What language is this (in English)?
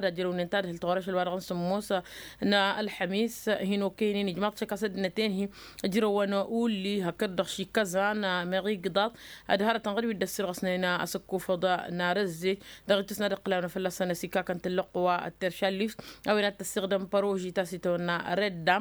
Tamasheq